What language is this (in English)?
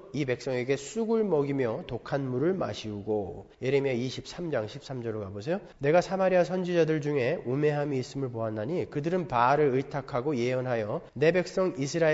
Korean